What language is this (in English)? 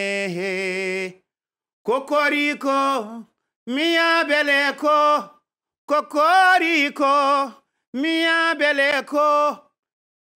Fula